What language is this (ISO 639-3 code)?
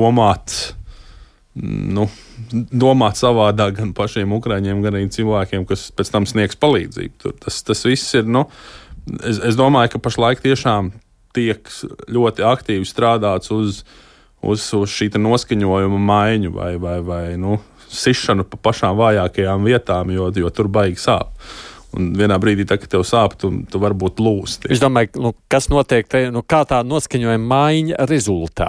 lav